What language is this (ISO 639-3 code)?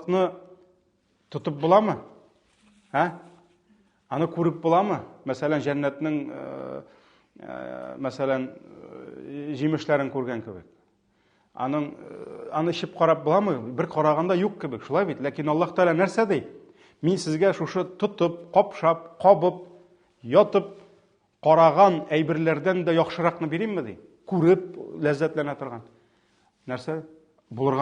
tat